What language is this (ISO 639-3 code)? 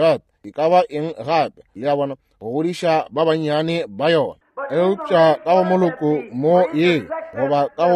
nso